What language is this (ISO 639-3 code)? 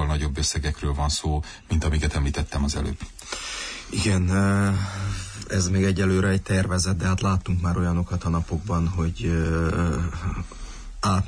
hun